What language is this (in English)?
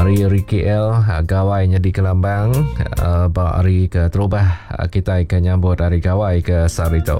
Iban